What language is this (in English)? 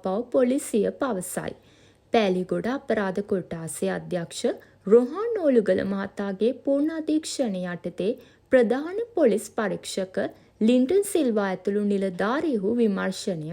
Sinhala